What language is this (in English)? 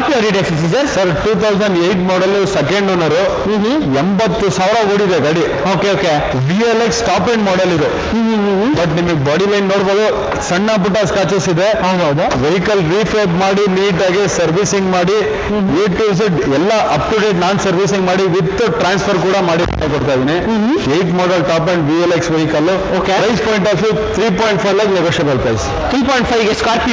Kannada